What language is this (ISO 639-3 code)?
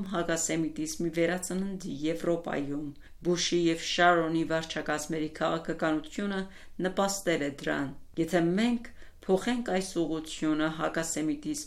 hye